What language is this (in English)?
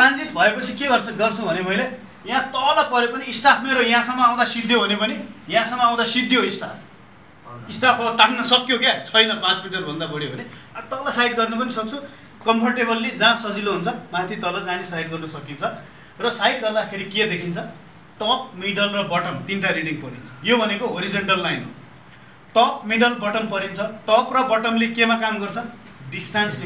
Nepali